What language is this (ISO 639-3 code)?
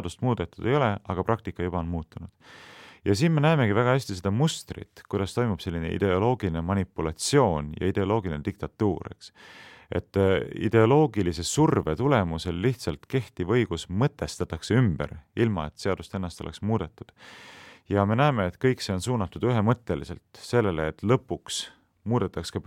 est